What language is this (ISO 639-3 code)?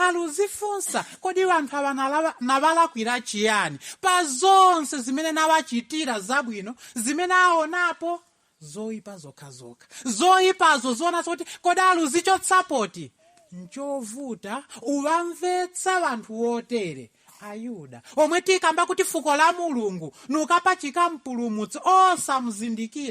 nya